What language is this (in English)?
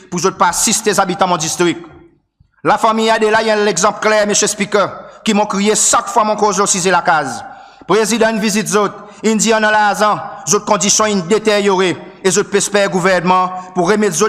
Seselwa Creole French